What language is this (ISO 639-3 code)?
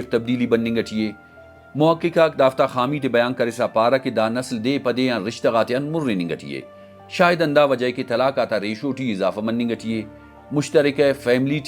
brh